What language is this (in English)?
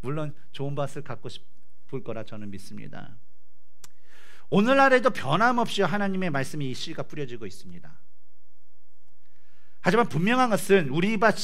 Korean